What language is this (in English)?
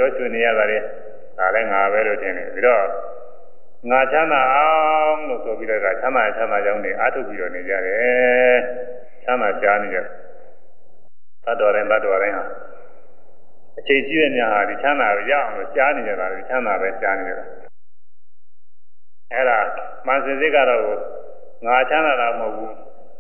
Burmese